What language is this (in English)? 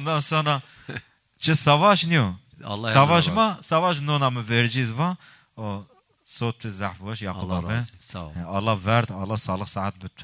Zaza